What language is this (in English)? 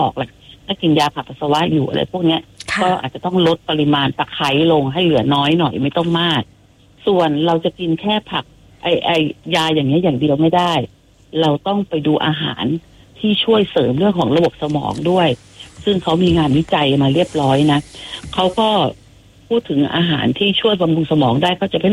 Thai